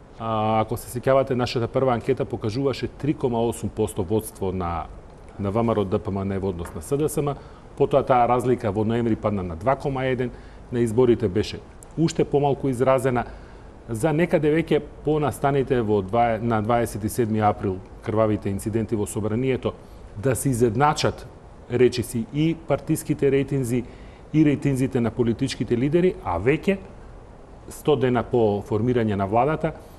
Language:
Macedonian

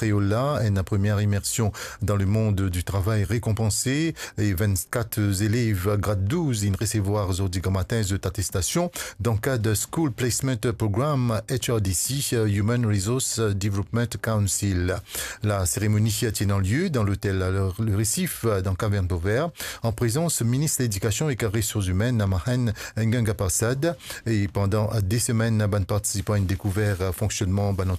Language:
Morisyen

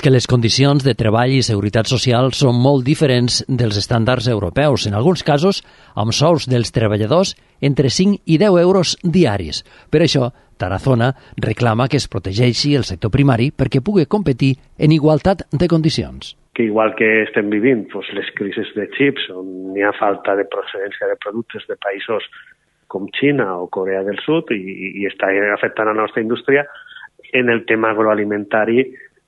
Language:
Catalan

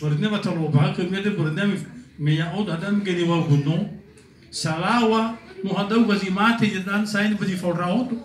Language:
Nias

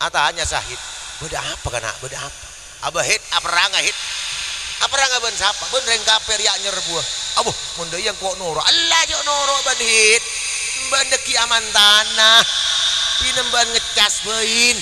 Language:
Madurese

